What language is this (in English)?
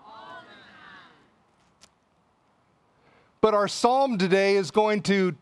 English